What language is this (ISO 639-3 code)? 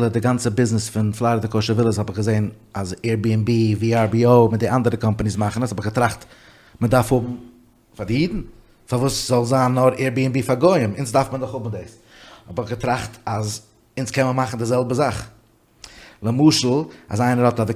yid